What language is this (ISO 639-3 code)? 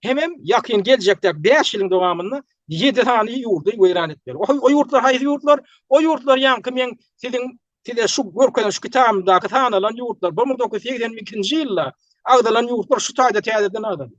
tuk